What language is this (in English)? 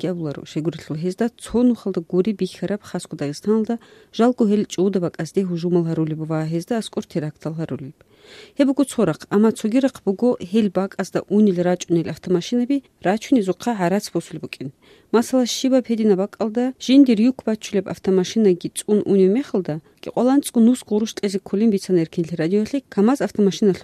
Avaric